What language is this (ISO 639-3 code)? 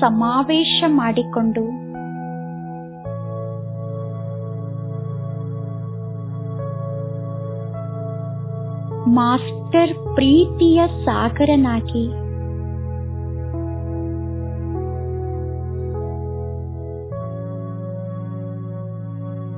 kan